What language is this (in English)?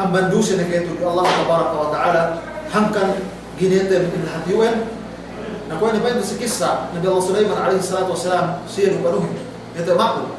Yakan